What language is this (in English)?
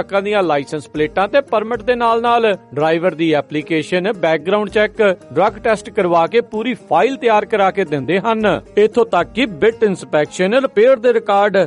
Punjabi